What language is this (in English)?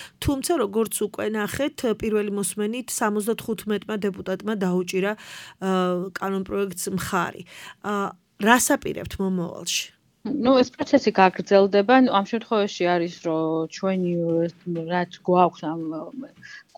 Georgian